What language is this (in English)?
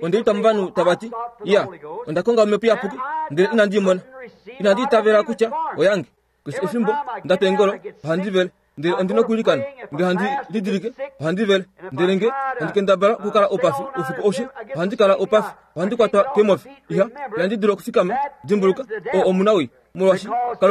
Kuanyama